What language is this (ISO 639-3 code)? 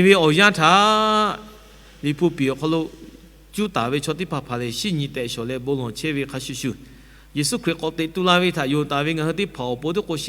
lhu